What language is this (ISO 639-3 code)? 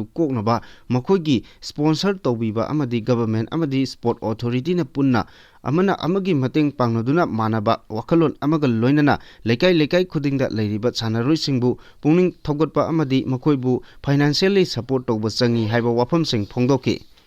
mni